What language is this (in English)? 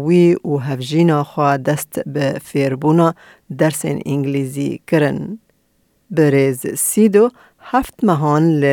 Kurdish